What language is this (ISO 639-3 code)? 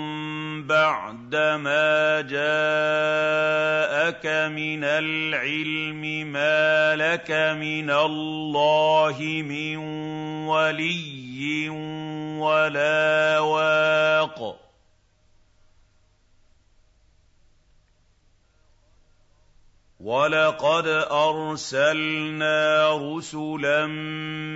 ara